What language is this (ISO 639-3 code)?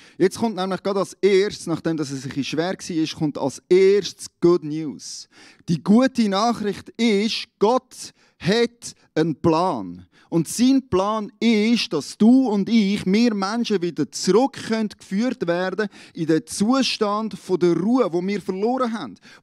gsw